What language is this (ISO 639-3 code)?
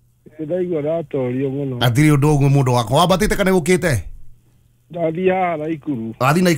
kik